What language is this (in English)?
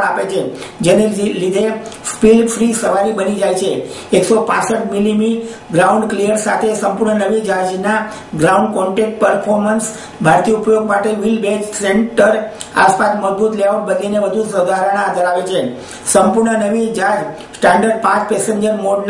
Gujarati